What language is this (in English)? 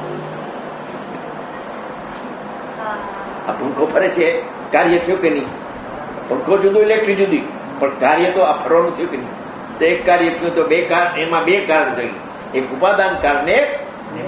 Gujarati